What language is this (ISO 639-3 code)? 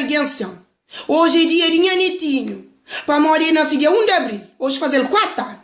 kea